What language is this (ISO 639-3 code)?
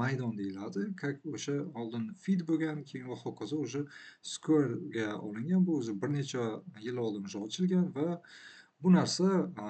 uzb